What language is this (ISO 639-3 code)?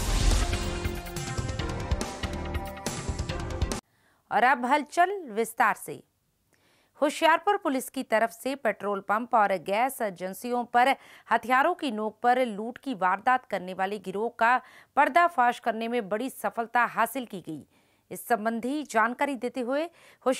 hin